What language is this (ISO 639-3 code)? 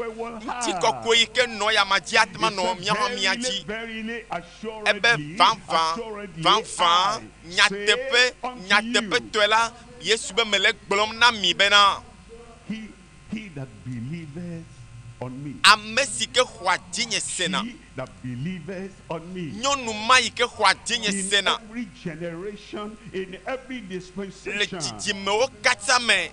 ewe